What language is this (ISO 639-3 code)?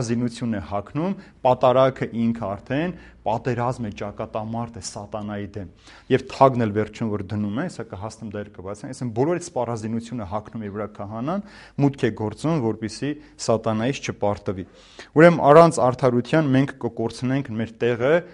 hye